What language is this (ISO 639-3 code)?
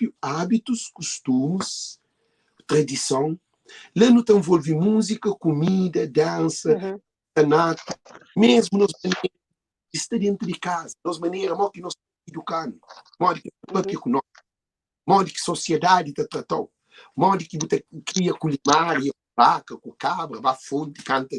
kea